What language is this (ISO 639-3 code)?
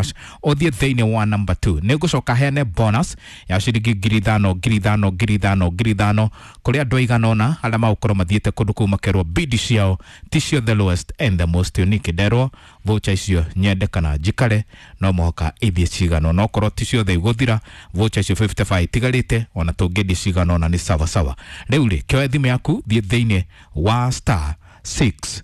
kik